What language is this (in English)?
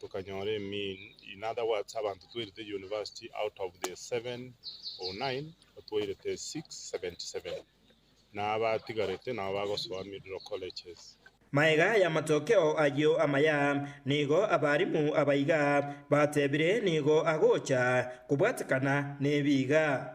Gusii